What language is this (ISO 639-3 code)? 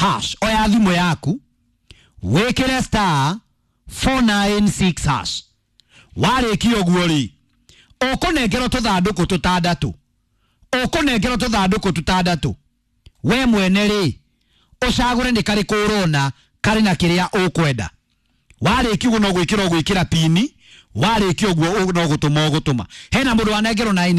kik